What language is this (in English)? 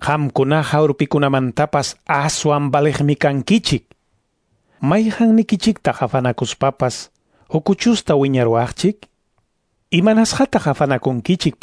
Quechua